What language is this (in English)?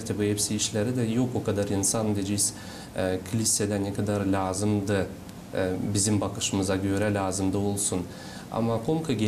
Gagauz